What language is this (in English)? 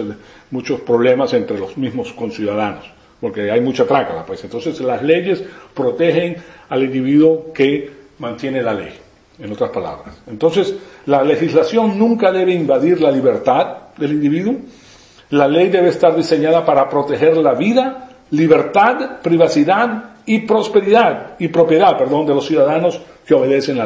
Spanish